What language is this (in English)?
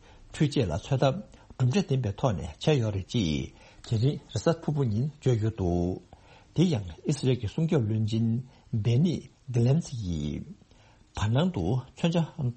Tibetan